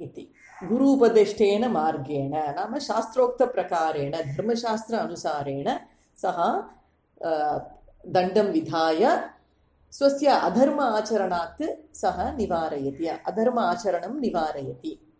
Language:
Sanskrit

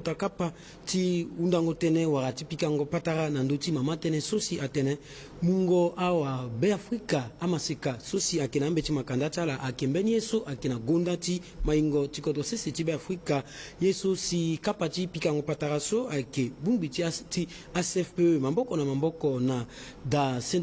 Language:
Sango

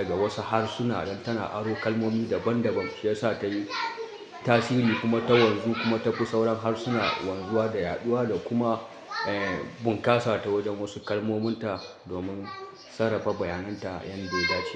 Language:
Hausa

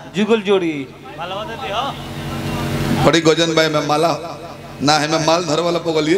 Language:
Bhojpuri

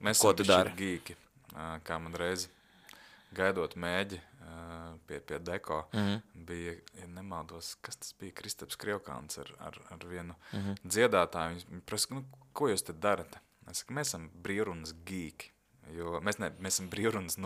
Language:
Latvian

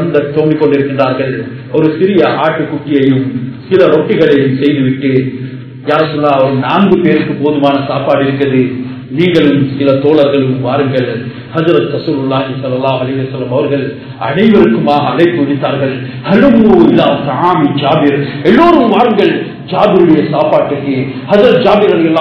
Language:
Tamil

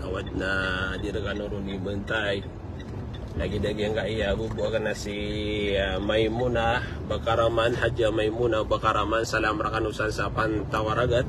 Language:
Maranao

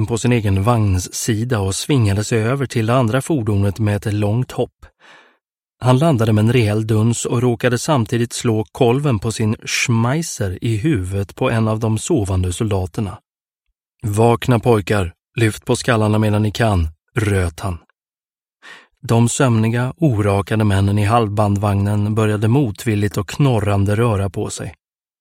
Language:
Swedish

